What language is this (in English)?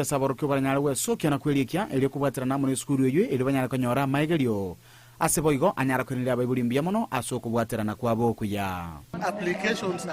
Gusii